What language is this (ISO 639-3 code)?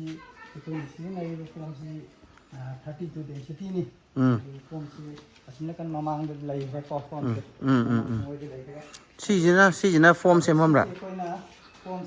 mni